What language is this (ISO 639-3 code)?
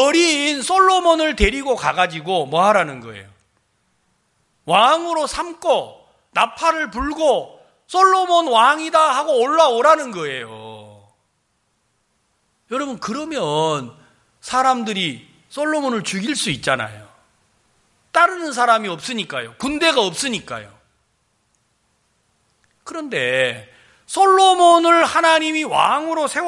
kor